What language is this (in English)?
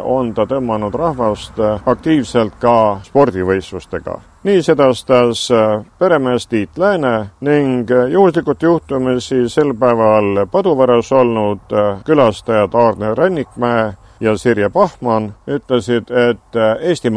Estonian